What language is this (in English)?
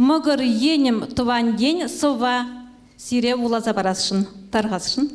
Chuvash